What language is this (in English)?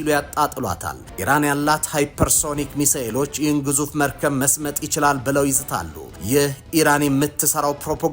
Amharic